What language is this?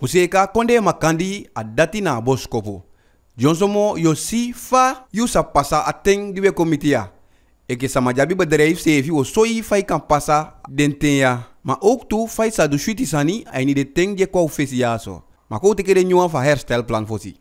Eastern Maroon Creole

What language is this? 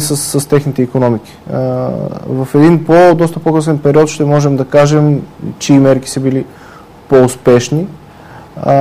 Bulgarian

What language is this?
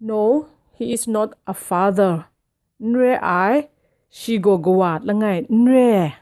Kachin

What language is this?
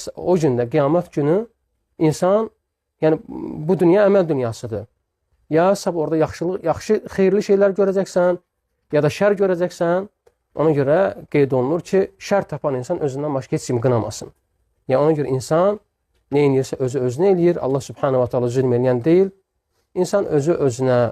Azerbaijani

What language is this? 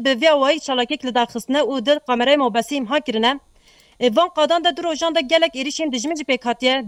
Kurdish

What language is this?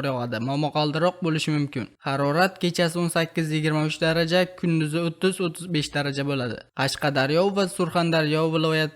Uzbek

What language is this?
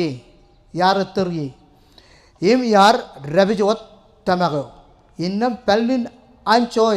Marshallese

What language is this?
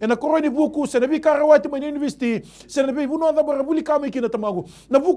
Fijian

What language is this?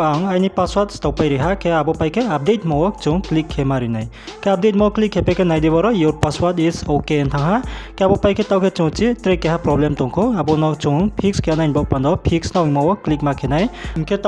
Riang (India)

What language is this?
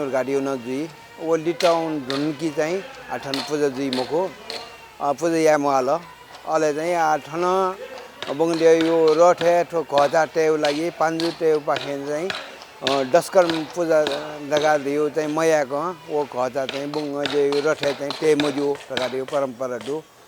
Newari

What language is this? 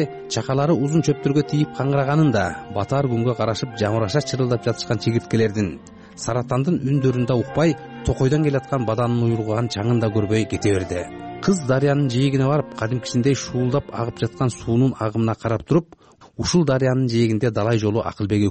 Kyrgyz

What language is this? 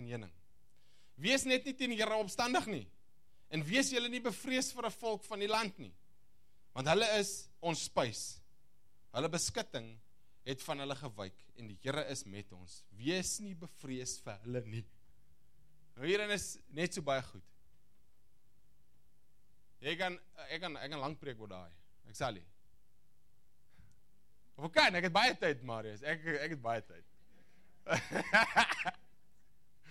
Afrikaans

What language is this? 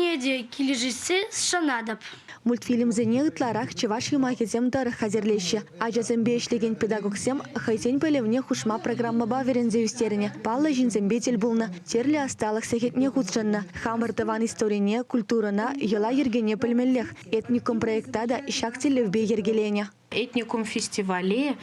Chuvash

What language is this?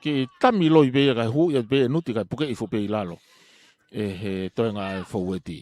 Tongan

